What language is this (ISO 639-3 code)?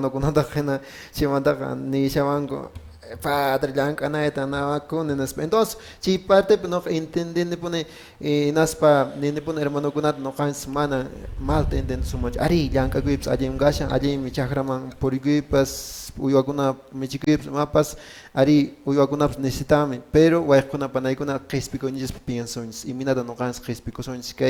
que